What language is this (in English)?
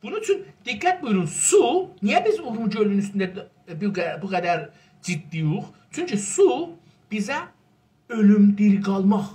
South Azerbaijani